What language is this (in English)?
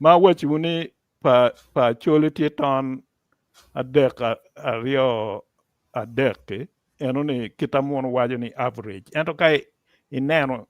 Acoli